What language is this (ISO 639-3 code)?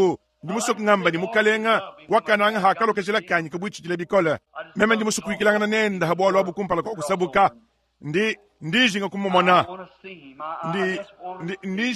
lua